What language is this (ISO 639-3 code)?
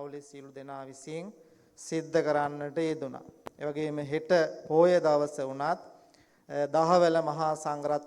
sin